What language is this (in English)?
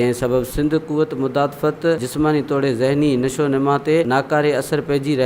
Sindhi